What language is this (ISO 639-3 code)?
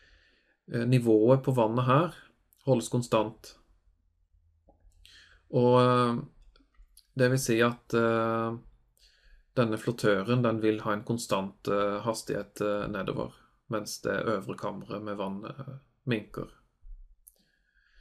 nor